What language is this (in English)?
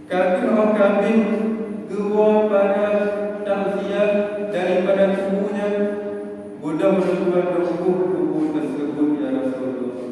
Achinese